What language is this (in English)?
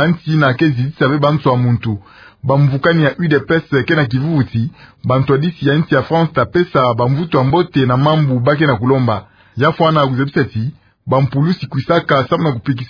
Kituba (Democratic Republic of Congo)